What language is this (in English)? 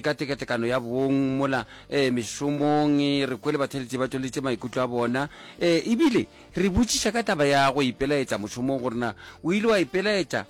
Northern Sotho